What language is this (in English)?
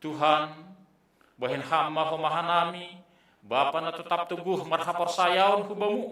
Batak Simalungun